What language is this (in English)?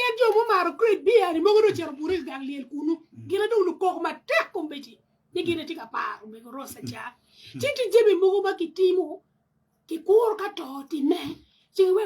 Acoli